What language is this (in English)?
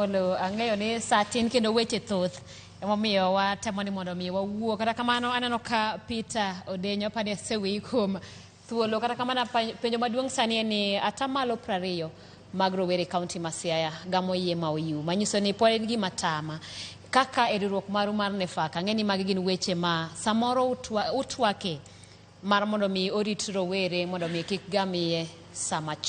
Luo (Kenya and Tanzania)